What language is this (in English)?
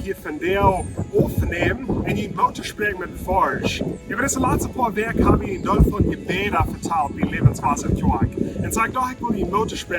Plautdietsch